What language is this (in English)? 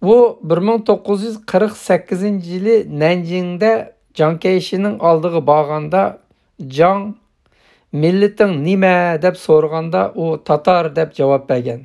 Uyghur